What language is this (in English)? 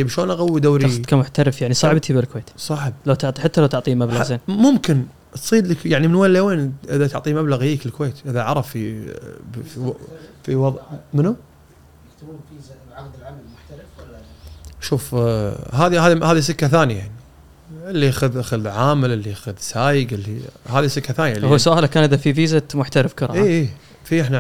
Gulf Arabic